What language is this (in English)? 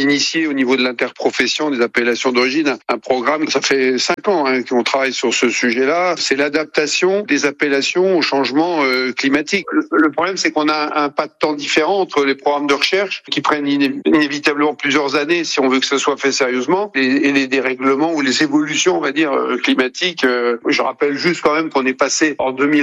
French